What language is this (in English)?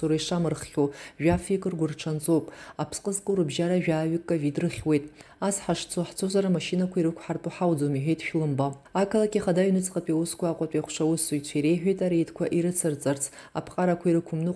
Abkhazian